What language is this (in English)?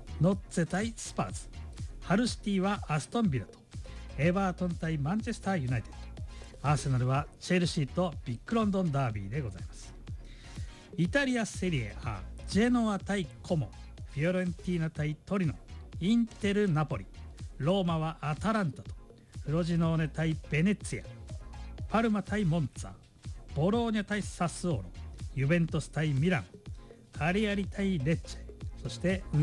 Japanese